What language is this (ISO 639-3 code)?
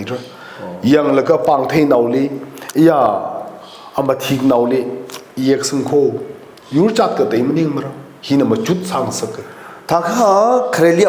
nmf